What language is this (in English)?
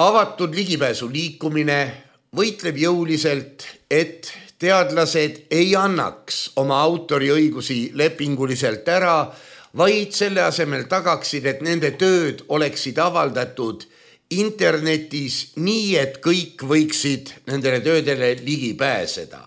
Estonian